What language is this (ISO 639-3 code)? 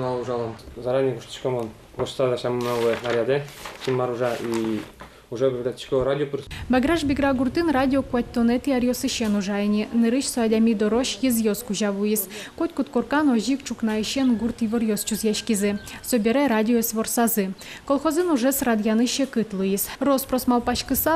udm